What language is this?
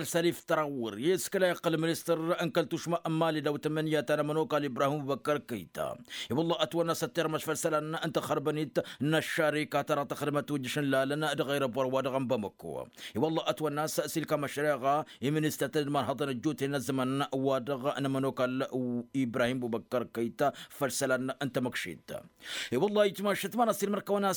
Tamasheq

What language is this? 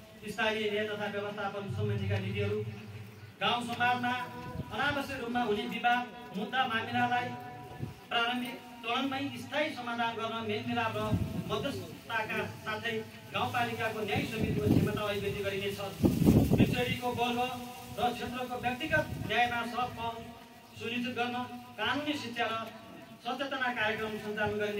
Nepali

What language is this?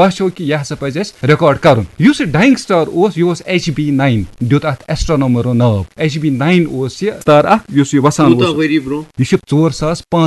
Kashmiri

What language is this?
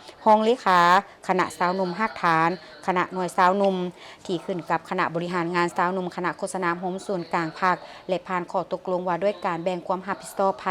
Lao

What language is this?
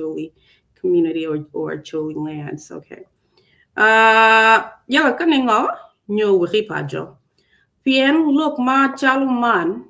Acoli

